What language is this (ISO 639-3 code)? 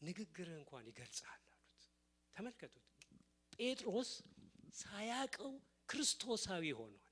amh